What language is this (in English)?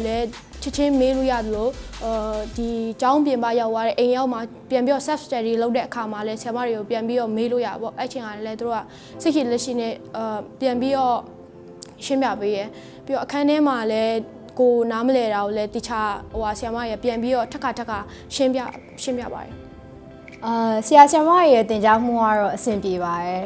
Burmese